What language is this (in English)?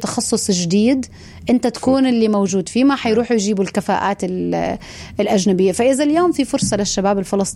North Levantine Arabic